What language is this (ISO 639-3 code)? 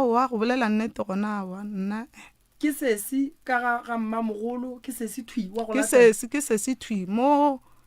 nso